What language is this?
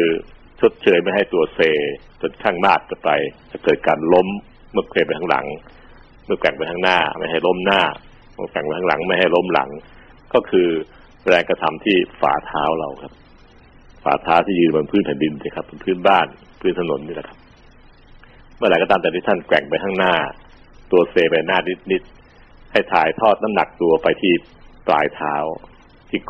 Thai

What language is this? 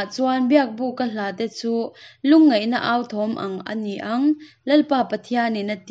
Hakha Chin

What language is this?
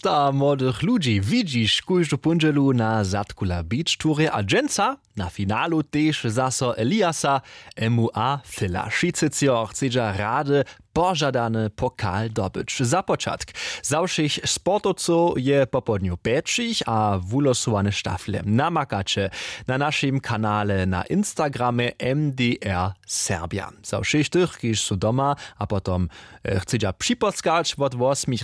Upper Sorbian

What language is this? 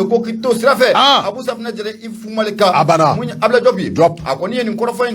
Bambara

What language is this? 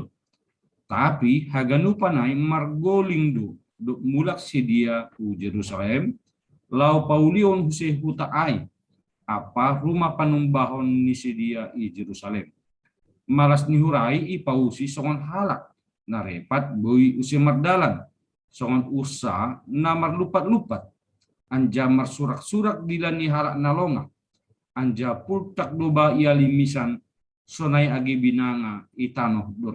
Batak Simalungun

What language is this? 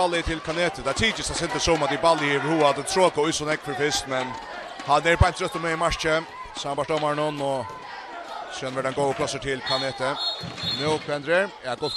Faroese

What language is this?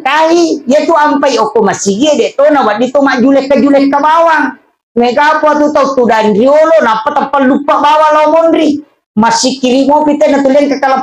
Buginese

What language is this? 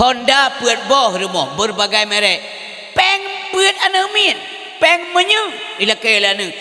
Achinese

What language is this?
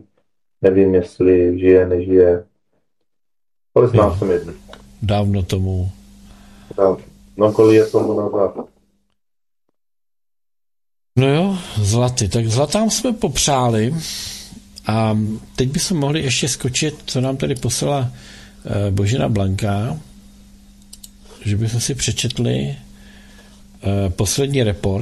Czech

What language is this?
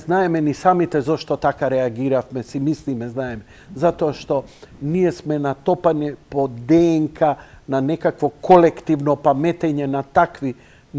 Macedonian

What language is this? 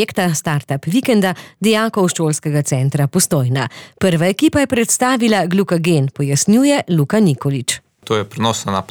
Slovenian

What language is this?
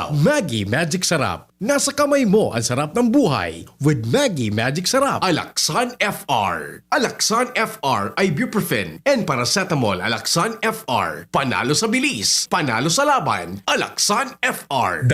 Bikol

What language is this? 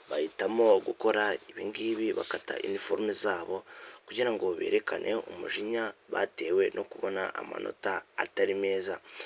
Kinyarwanda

